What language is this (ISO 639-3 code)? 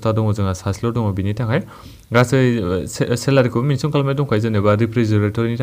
brx